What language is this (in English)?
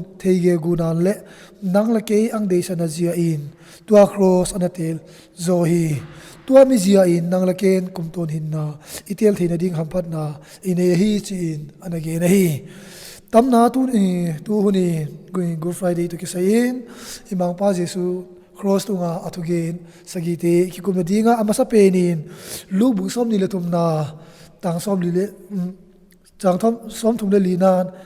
Tedim Chin